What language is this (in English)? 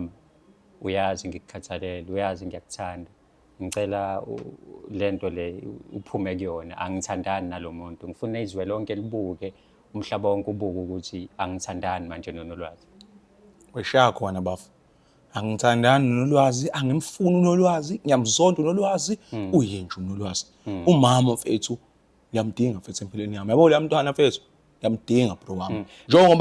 Zulu